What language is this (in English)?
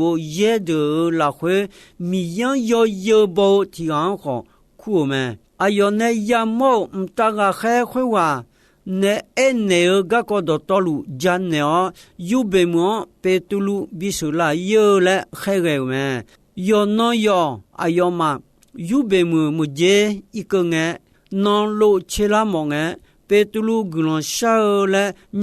Akha